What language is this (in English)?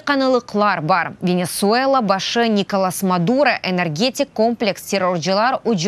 Crimean Tatar